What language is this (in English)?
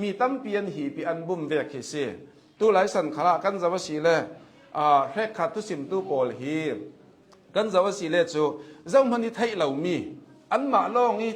Hakha Chin